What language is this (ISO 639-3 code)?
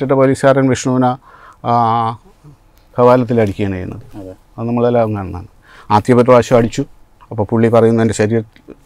mal